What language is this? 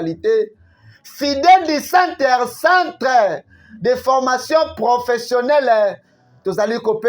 Lingala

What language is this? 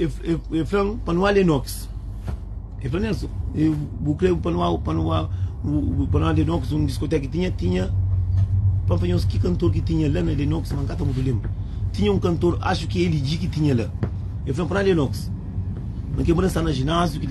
Kabuverdianu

